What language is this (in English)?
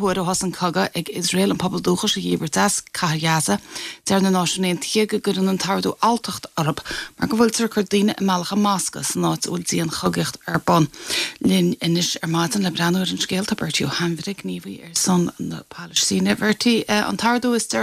Irish